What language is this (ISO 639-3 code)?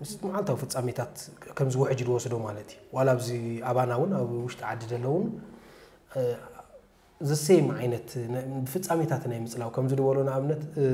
tir